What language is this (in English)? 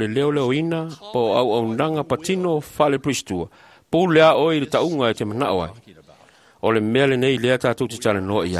Samoan